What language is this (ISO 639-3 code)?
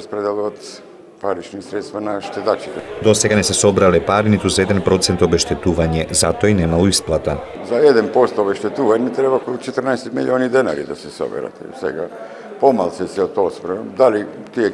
mkd